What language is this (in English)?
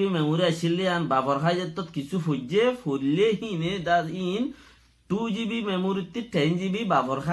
Rohingya